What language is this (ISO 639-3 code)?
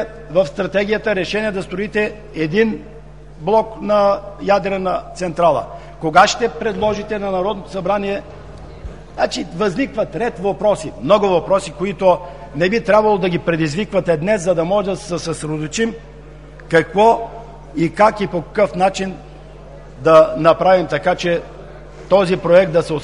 bul